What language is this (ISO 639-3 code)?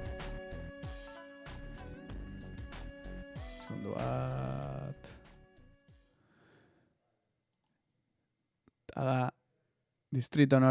eus